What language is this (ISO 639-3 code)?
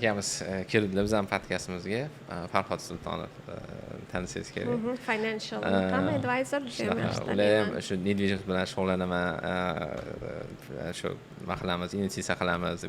uzb